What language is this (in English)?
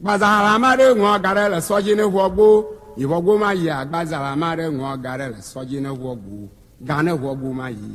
Ewe